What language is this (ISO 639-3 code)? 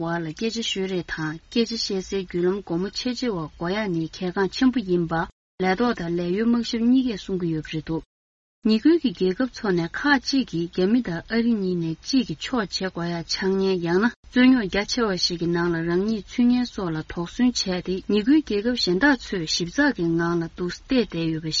bod